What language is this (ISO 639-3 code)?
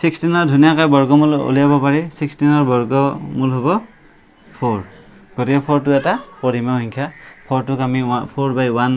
asm